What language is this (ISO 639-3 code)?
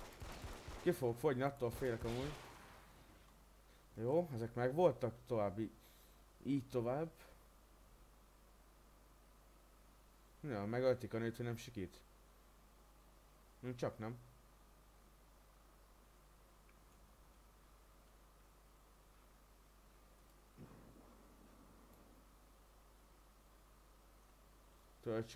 hun